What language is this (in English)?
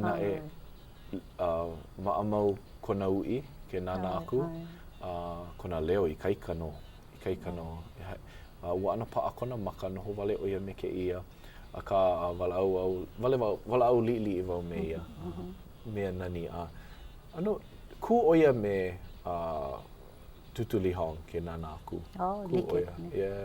Hawaiian